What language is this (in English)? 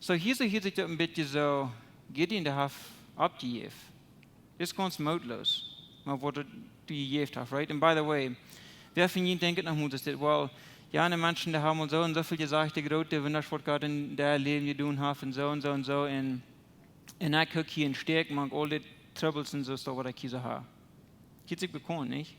Plautdietsch